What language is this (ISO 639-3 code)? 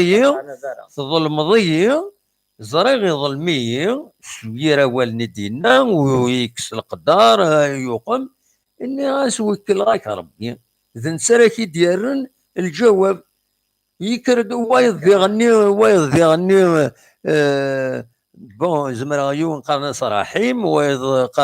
kab